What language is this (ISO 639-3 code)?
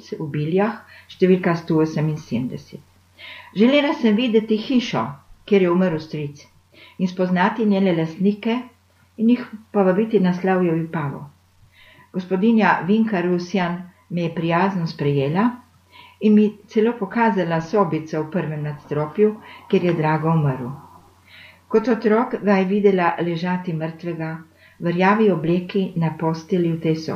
slv